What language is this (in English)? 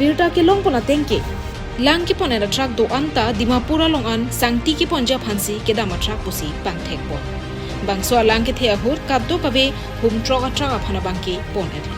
Karbi